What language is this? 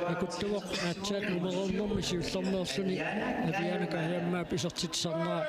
Kalaallisut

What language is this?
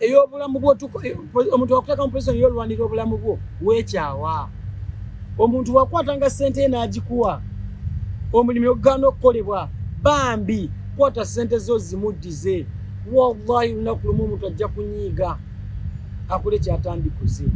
Ganda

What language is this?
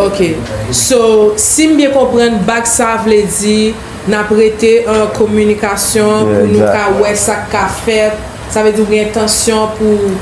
Haitian Creole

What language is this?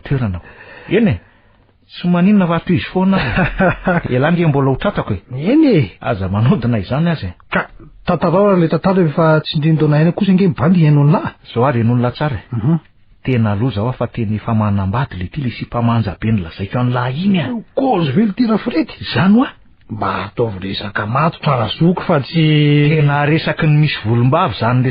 Malagasy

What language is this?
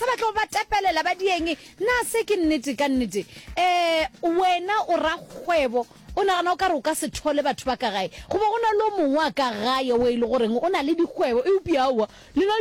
Northern Sotho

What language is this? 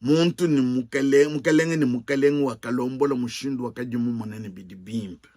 Luba-Lulua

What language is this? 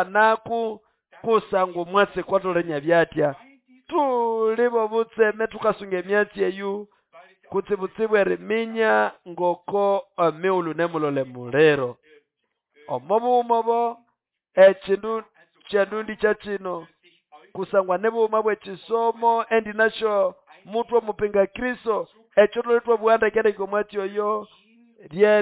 Nande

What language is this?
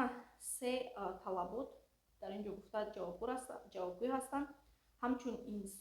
Tajik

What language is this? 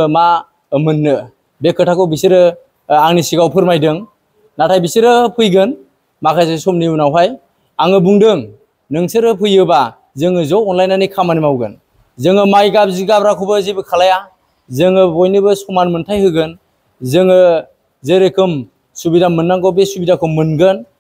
Bodo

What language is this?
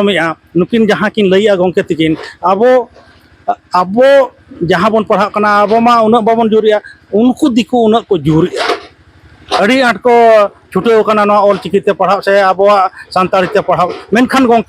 Santali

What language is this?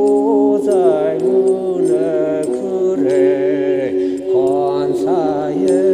Tangkhul Naga (India)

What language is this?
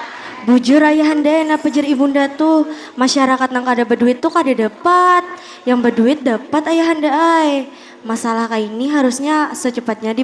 Banjar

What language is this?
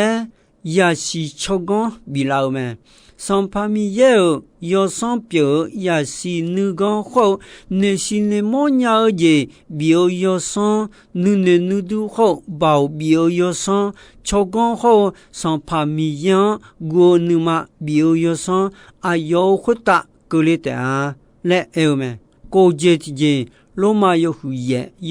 Akha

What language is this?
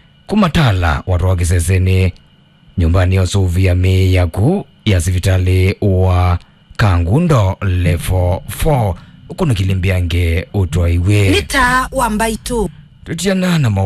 Kamba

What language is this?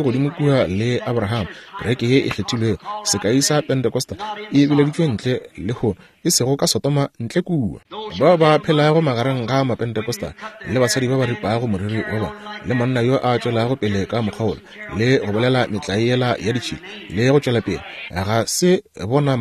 Northern Sotho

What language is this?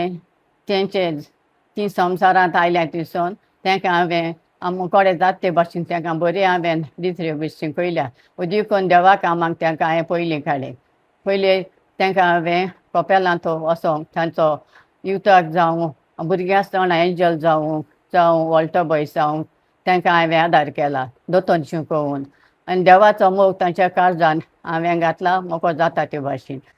Konkani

